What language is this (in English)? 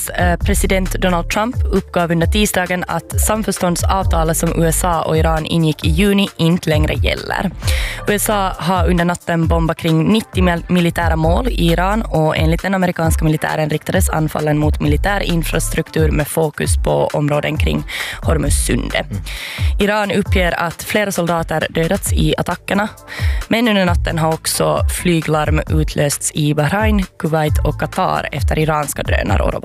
Swedish